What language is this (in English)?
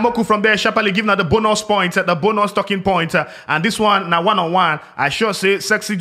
Nigerian Pidgin